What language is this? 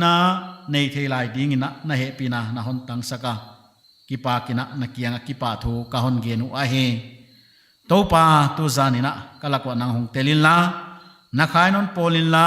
Paite Chin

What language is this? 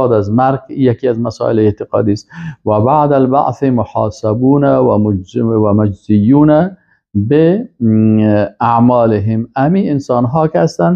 Persian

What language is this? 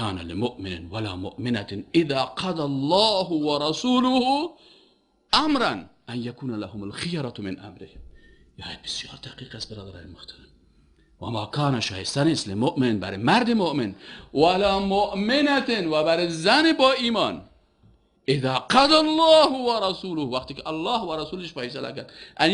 Persian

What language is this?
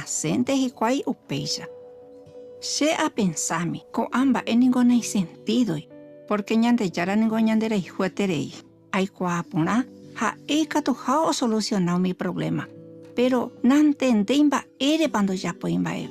Guarani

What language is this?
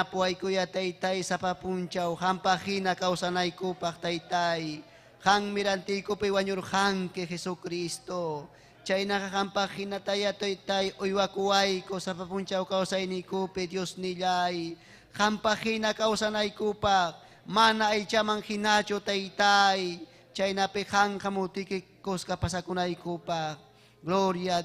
Ayacucho Quechua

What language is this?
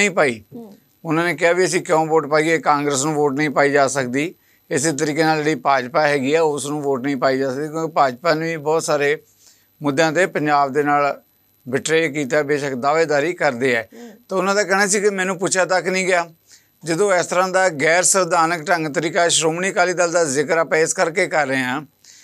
Punjabi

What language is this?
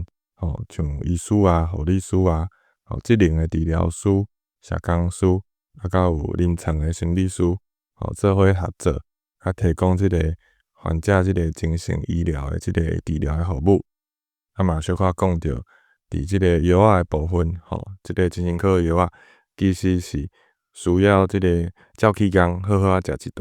Min Nan Chinese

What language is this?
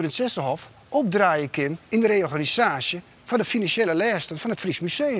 Western Frisian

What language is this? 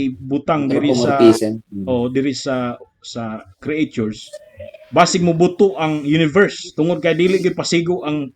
Cebuano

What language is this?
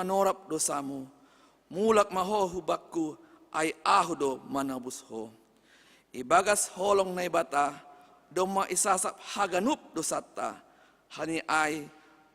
Batak Simalungun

